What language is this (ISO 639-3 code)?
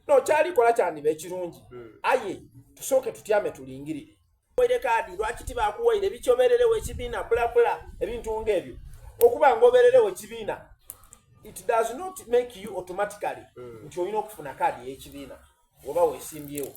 xog